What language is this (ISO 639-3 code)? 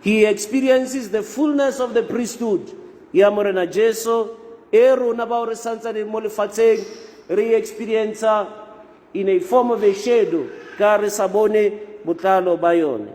tsn